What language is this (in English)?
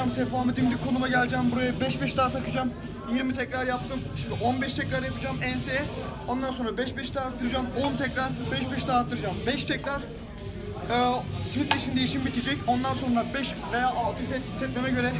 Turkish